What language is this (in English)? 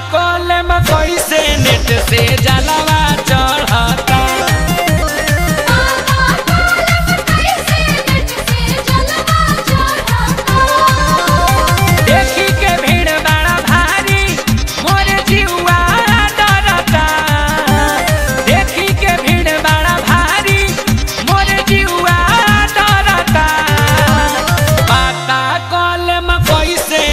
Bhojpuri